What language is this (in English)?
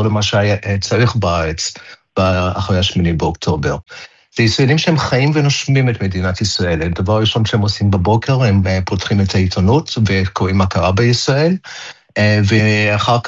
Hebrew